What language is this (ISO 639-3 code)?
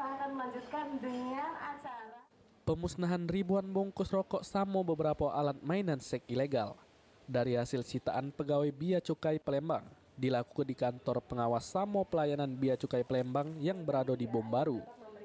mui